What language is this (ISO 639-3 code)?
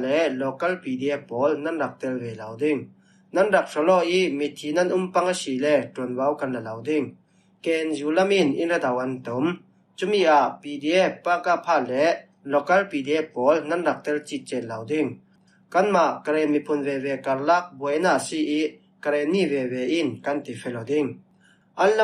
cfm